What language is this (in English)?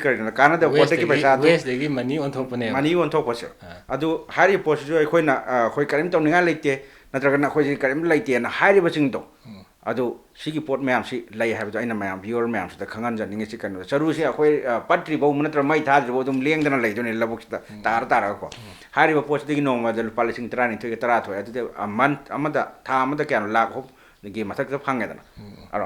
Manipuri